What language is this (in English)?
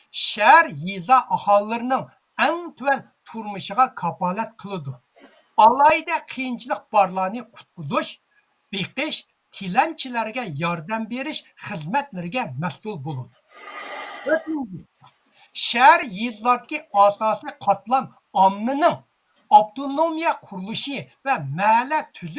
Uyghur